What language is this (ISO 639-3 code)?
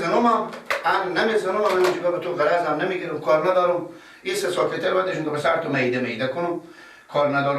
fas